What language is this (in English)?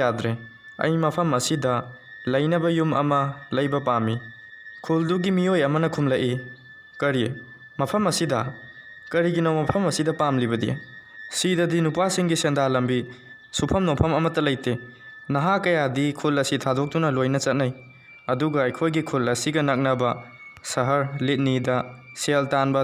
Manipuri